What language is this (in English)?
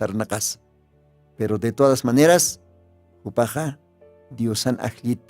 Aymara